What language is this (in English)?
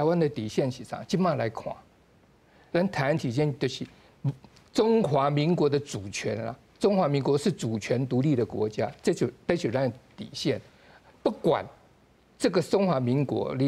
Min Nan Chinese